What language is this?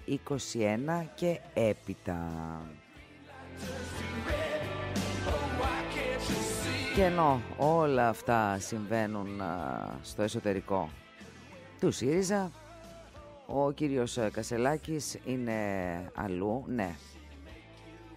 Greek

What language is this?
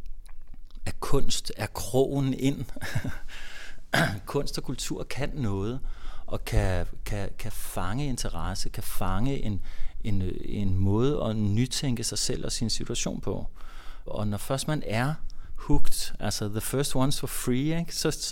Danish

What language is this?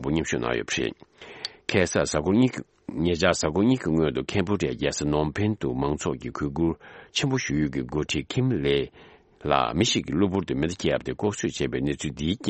Tibetan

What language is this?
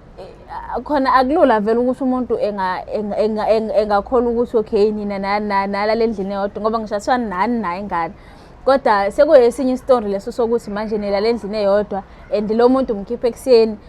Zulu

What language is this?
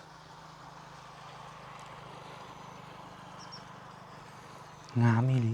Lao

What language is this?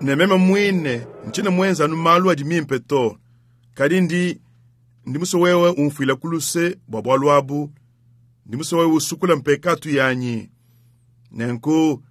Luba-Lulua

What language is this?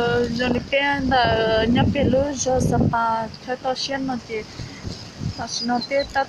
Hmong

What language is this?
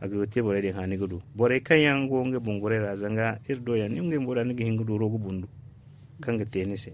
Zarma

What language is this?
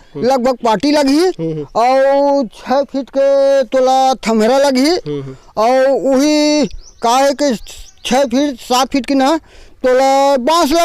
Chhattisgarhi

